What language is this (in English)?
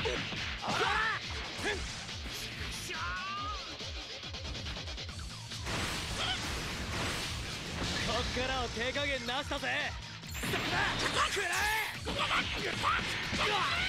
Japanese